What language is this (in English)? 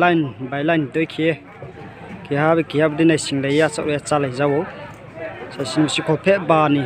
Riang (India)